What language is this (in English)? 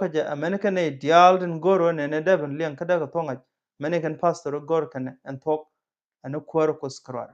Nuer